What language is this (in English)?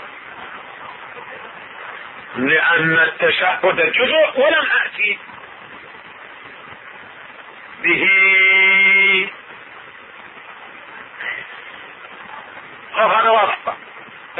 Arabic